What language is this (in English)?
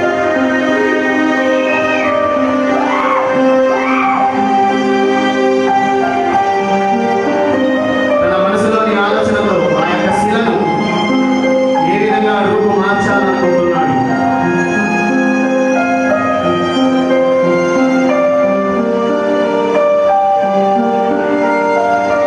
Telugu